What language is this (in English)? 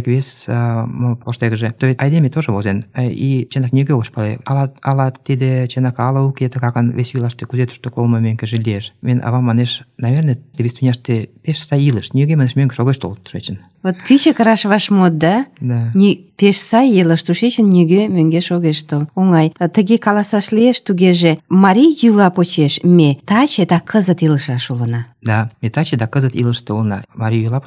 Mari